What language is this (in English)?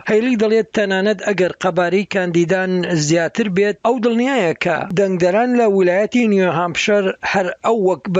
Central Kurdish